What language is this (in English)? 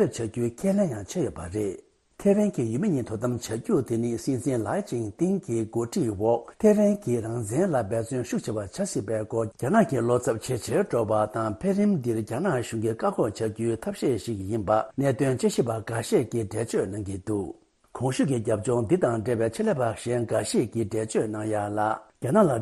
Tibetan